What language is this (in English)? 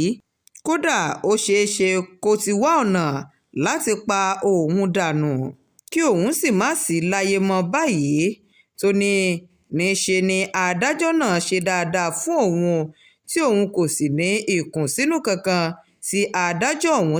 Yoruba